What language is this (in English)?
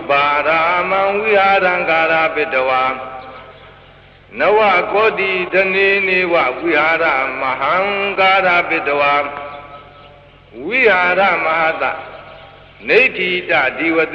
Burmese